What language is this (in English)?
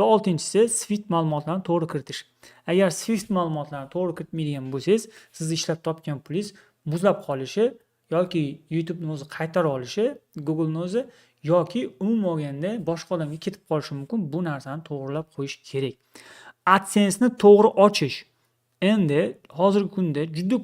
Uzbek